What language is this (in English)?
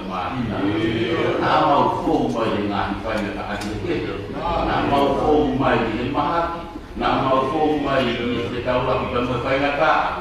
Tongan